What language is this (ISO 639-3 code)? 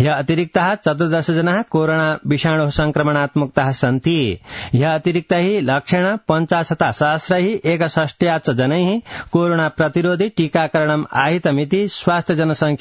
san